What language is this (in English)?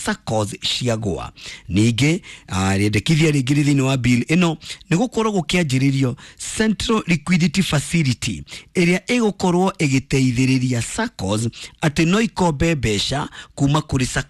Kikuyu